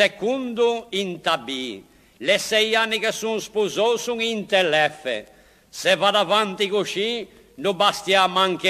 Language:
Ligurian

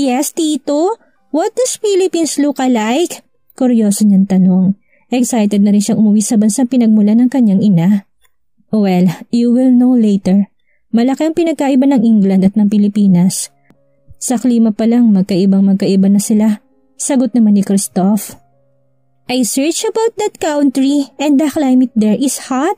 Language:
Filipino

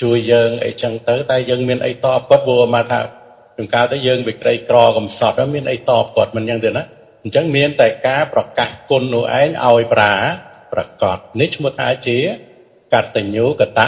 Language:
Khmer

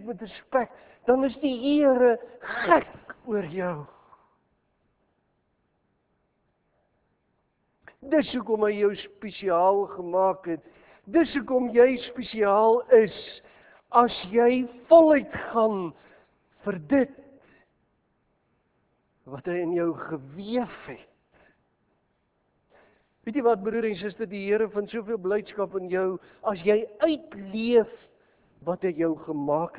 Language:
Afrikaans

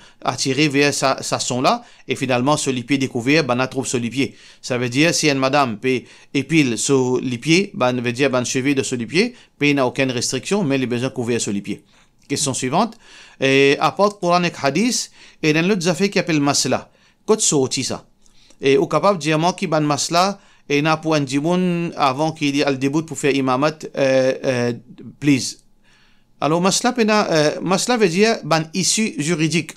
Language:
Morisyen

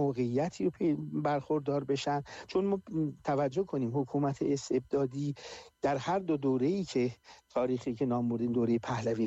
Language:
Persian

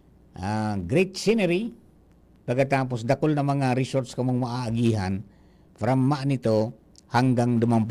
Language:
Bikol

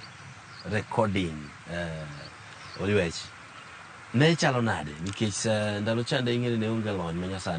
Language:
Luo (Kenya and Tanzania)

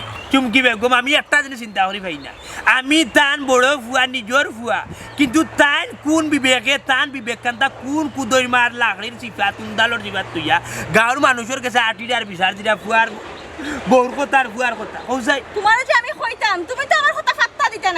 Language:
Sylheti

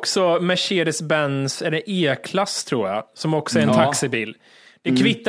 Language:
Swedish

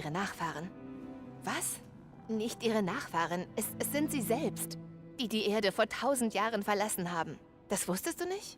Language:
Bavarian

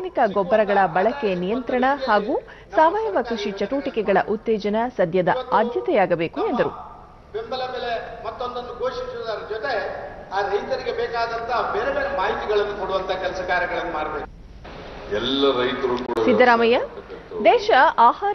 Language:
Kannada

